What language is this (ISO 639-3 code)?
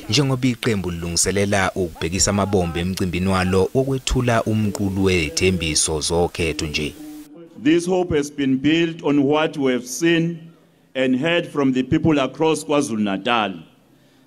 zul